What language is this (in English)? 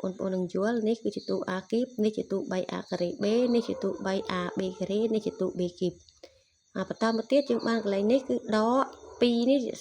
Khmer